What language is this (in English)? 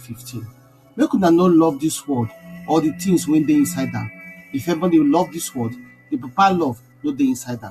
Nigerian Pidgin